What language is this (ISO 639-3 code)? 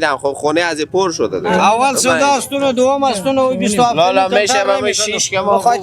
fas